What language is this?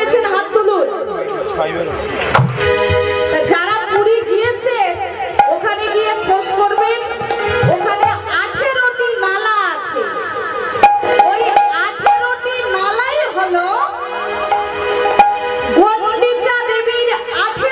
Bangla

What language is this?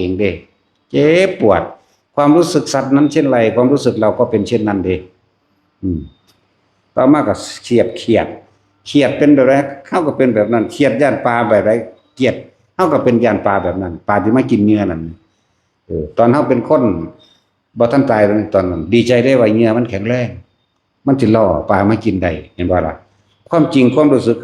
Northeastern Thai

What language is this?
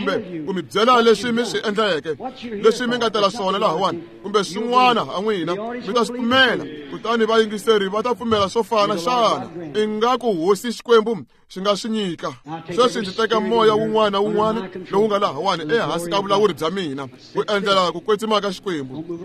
Tsonga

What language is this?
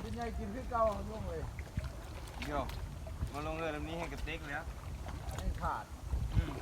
Lao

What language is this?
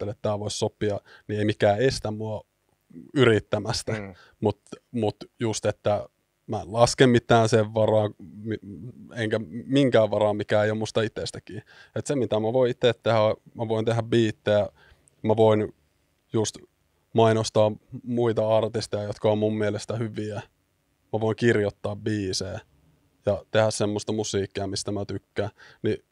Finnish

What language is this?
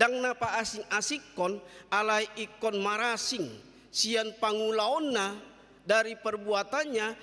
Batak Toba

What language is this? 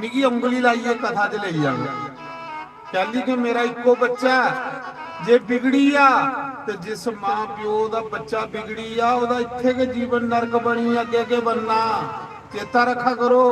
Dogri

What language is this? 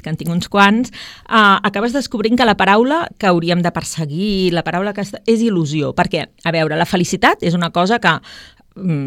Catalan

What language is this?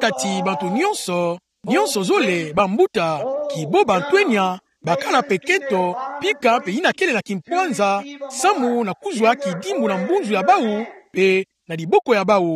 Kituba (Democratic Republic of Congo)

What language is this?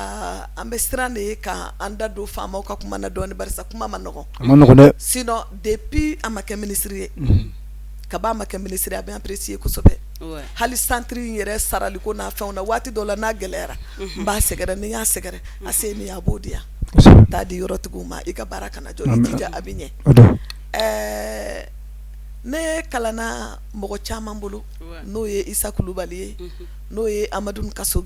Bambara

